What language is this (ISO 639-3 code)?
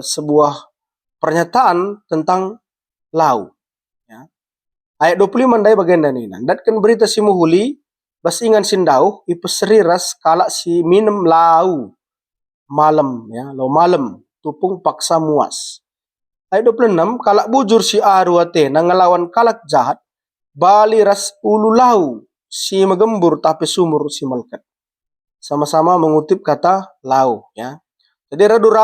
btx